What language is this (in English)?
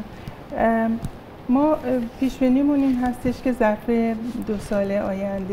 Persian